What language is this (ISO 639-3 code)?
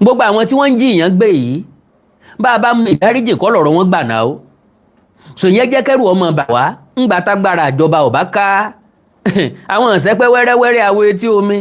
yor